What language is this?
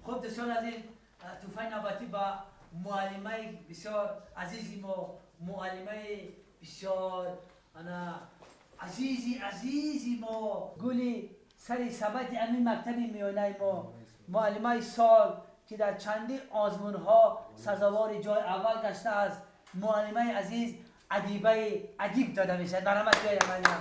Tajik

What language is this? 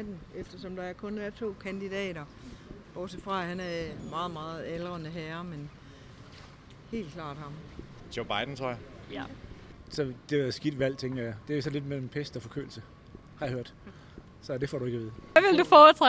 Danish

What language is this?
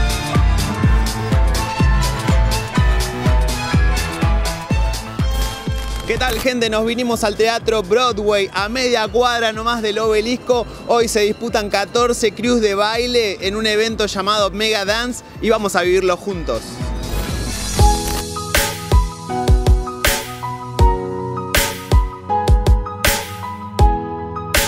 Spanish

